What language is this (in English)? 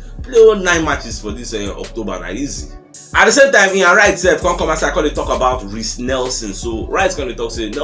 Nigerian Pidgin